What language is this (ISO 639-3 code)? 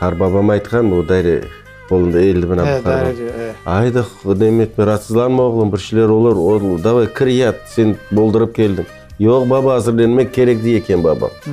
crh